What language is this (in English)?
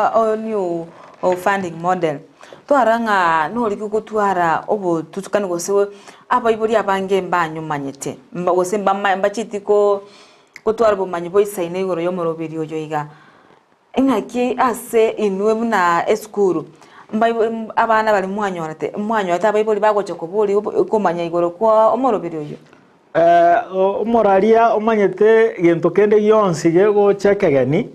Gusii